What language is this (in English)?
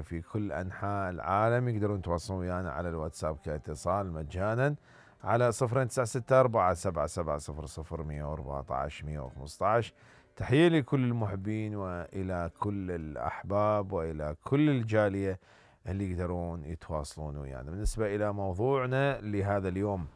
Mesopotamian Arabic